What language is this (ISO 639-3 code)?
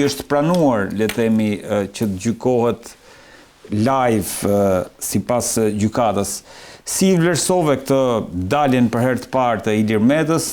sqi